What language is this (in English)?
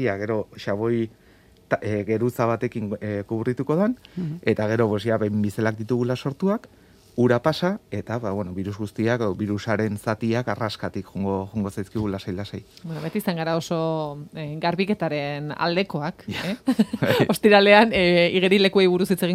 Basque